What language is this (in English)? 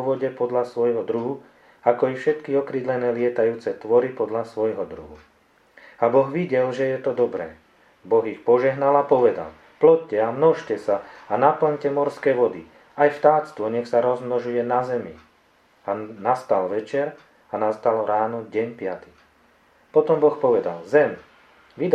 Slovak